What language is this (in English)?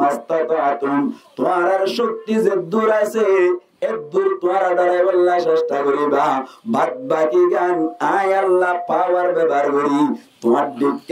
Rohingya